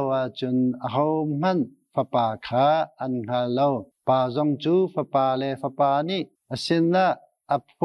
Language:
Hakha Chin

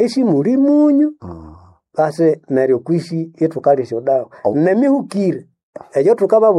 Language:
Nande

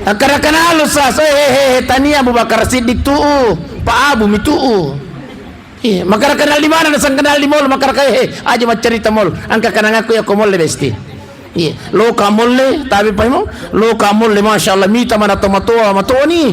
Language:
Buginese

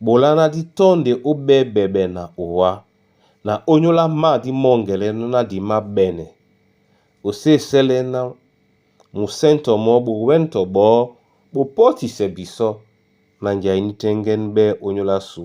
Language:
Duala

